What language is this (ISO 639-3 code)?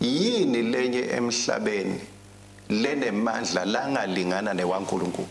ssw